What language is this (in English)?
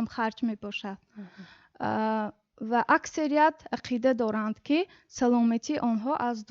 Tajik